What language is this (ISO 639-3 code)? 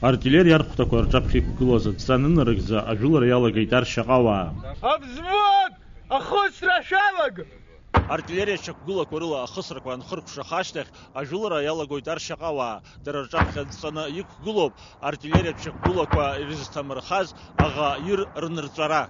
abk